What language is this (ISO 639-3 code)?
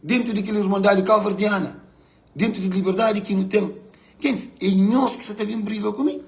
kea